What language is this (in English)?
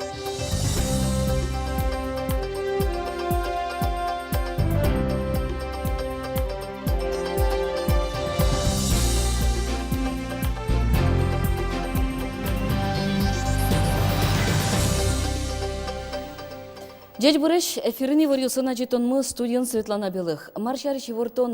Udmurt